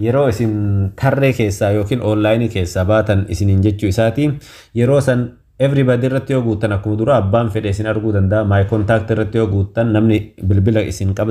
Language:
Oromo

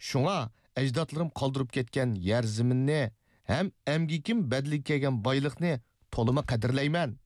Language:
Uyghur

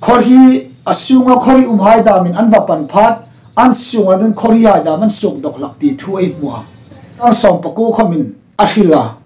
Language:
Hmar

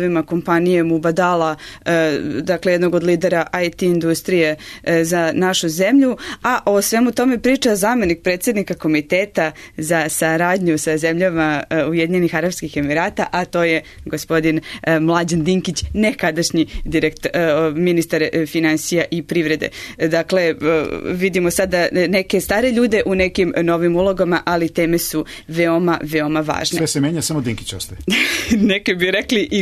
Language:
Serbian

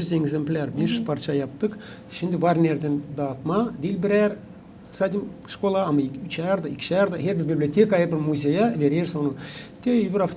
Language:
Gagauz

